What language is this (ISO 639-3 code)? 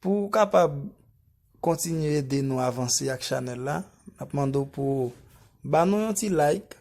hat